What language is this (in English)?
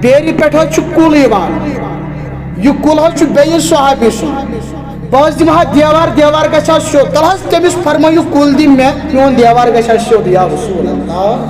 Kashmiri